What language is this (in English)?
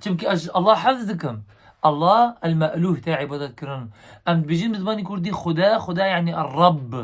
Kurdish